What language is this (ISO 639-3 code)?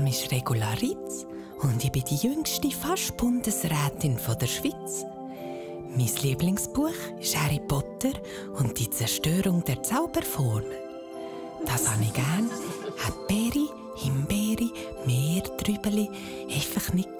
gsw